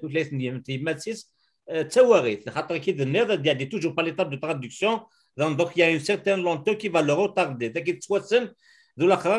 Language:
Kabyle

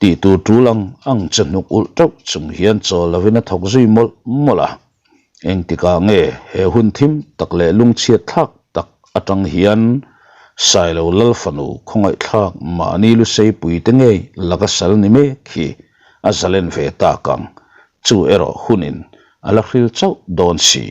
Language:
Mizo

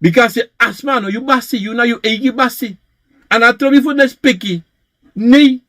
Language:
Sranan Tongo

